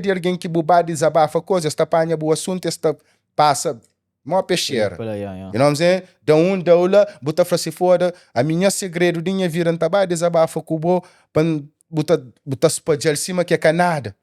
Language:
Kabuverdianu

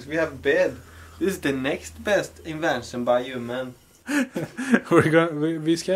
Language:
Swedish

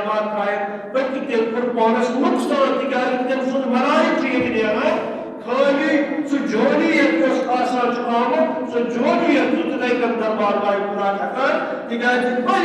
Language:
Kashmiri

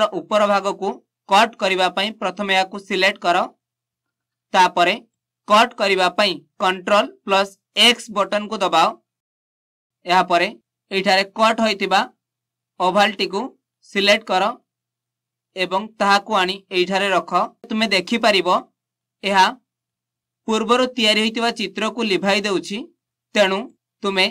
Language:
Odia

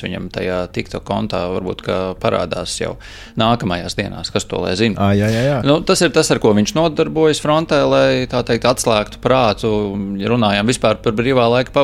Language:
Latvian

